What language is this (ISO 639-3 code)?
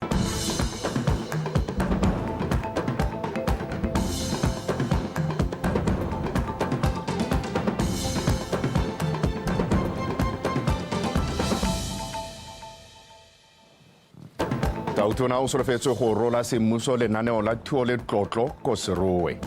tsn